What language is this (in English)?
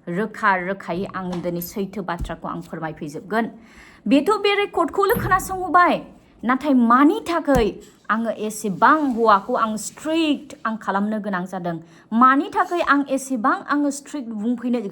Bodo